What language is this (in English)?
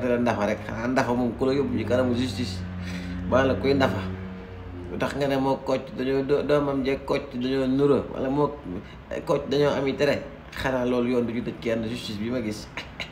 Wolof